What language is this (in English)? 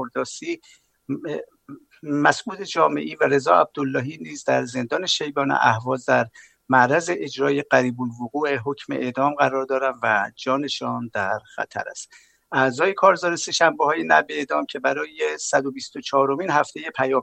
Persian